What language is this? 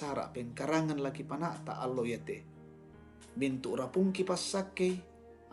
Toraja-Sa'dan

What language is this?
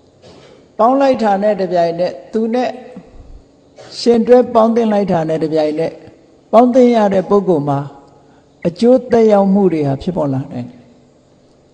Burmese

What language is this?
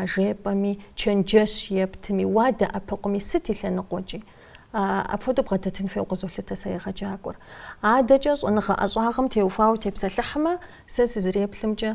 Kabardian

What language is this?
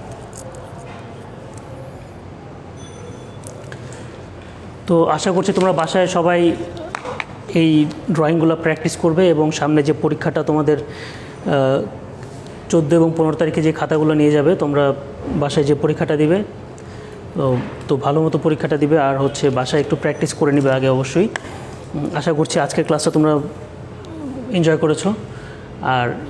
Bangla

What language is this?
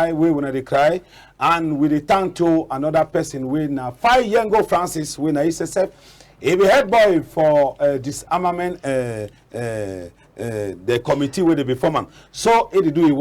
Cameroon Pidgin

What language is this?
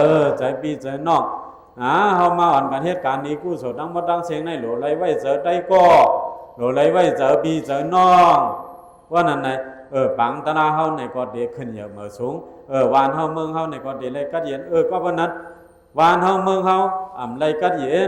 Shan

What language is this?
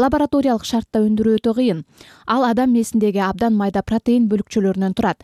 Kyrgyz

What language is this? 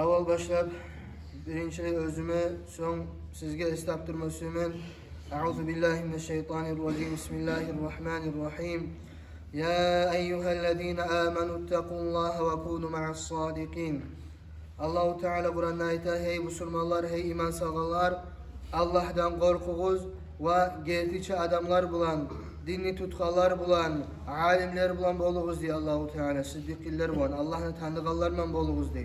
Kumyk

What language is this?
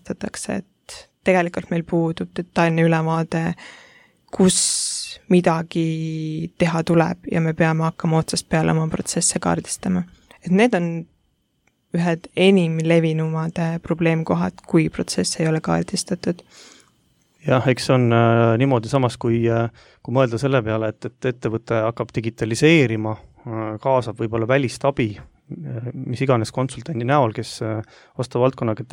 Estonian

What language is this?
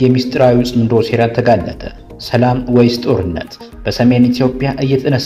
Amharic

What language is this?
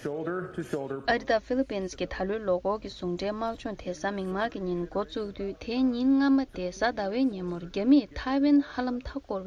Tibetan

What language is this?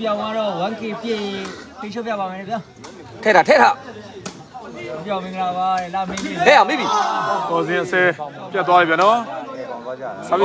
Burmese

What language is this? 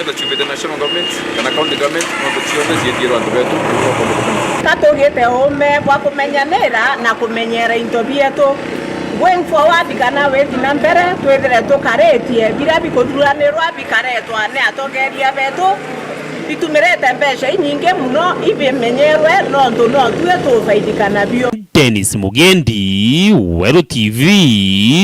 Meru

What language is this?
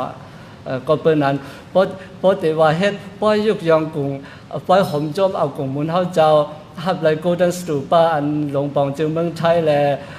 Shan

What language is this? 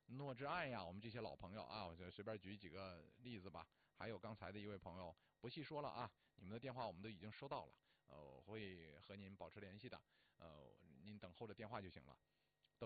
Chinese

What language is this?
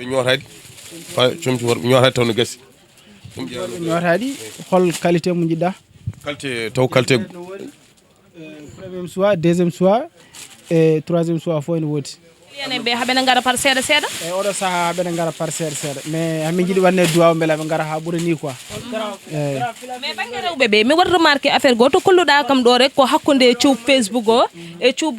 Fula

